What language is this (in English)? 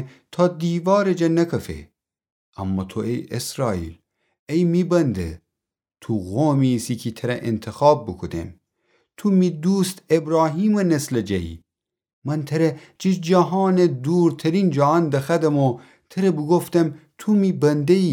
Gilaki